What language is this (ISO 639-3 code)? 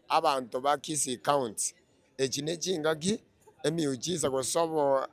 guz